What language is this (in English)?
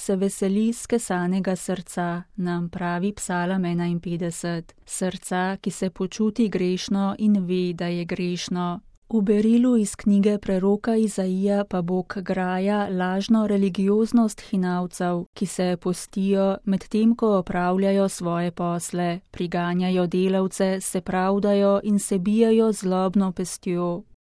Slovenian